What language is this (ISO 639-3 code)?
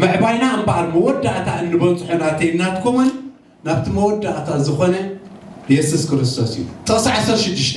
tir